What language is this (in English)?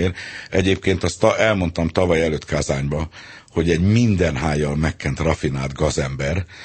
Hungarian